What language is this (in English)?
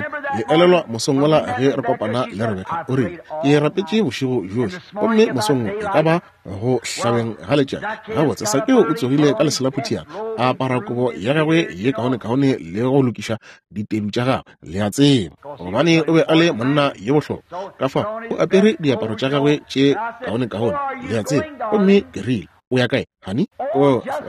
Northern Sotho